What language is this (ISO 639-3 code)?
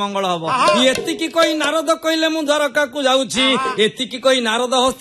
ori